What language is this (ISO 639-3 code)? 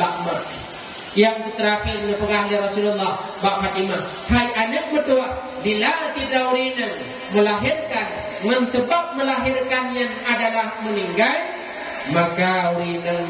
ace